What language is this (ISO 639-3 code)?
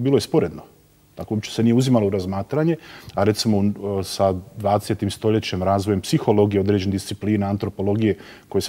bos